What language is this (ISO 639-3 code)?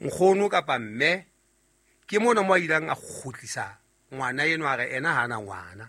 sot